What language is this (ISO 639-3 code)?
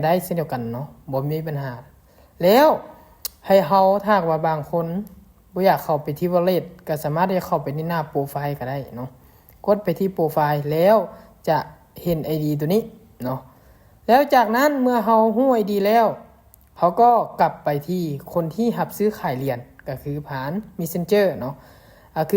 lao